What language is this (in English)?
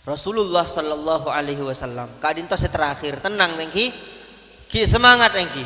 Madurese